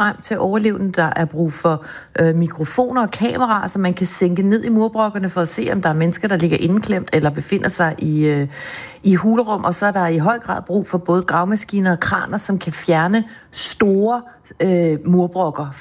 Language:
Danish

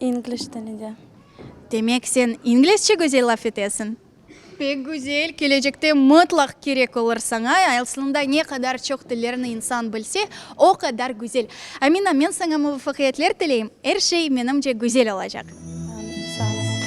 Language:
Crimean Tatar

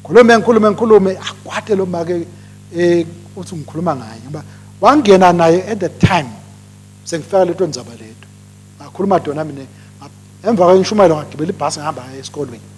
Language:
Swati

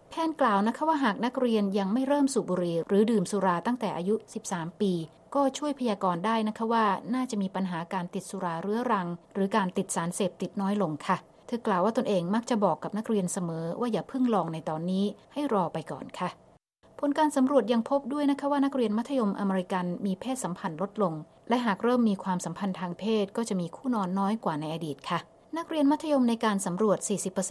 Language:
Thai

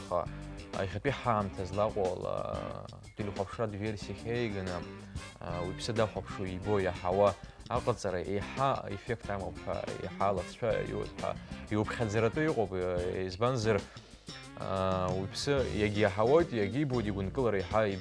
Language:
Abkhazian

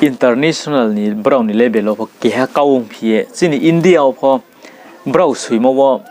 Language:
Riang (India)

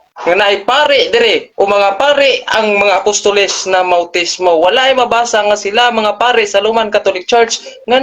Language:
Cebuano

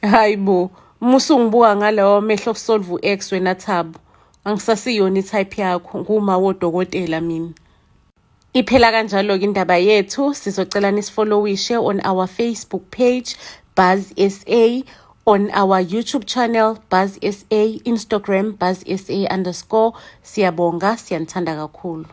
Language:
Zulu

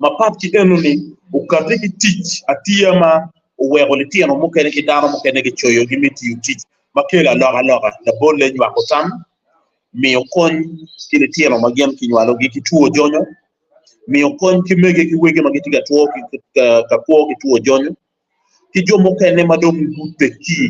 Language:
Acoli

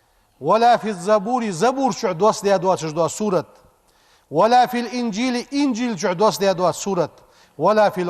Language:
Ingush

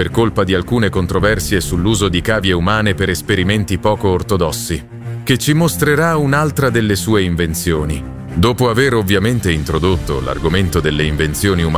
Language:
Italian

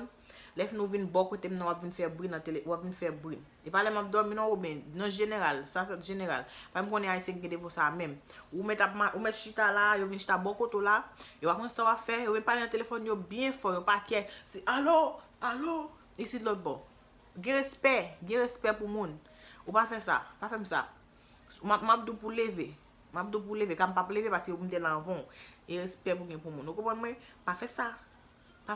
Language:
Haitian Creole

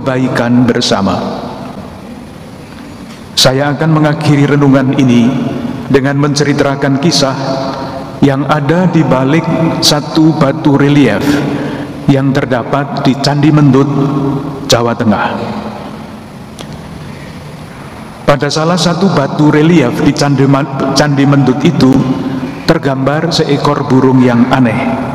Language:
Indonesian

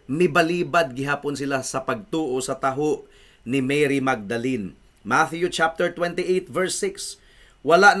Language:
Cebuano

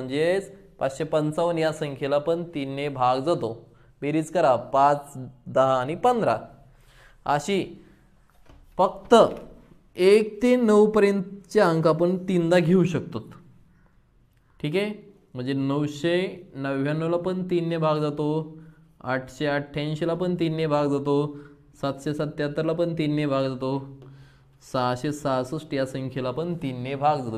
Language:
Marathi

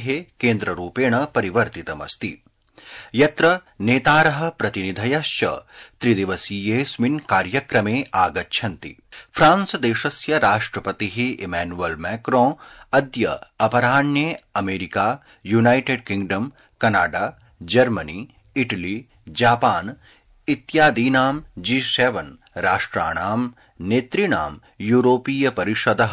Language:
Sanskrit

